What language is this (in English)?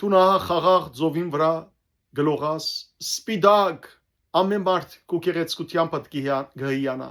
Western Armenian